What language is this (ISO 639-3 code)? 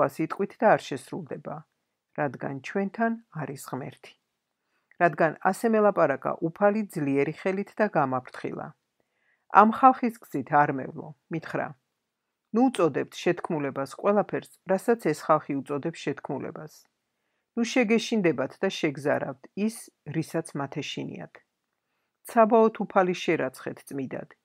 kat